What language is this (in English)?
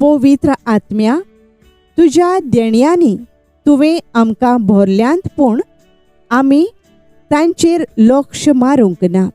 Konkani